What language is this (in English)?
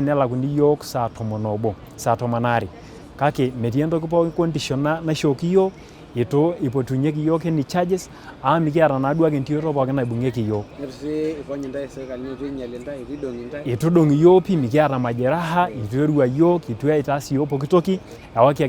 Masai